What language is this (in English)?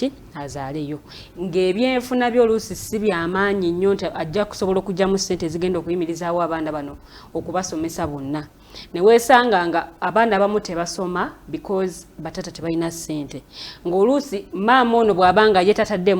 Ganda